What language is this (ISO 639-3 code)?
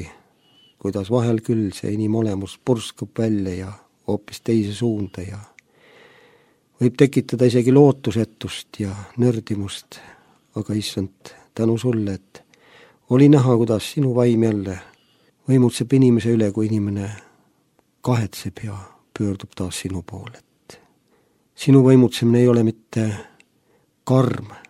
est